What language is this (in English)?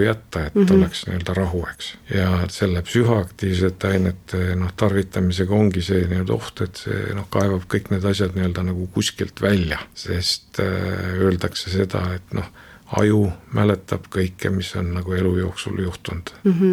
Estonian